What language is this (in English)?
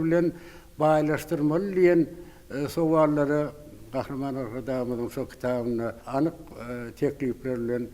Turkmen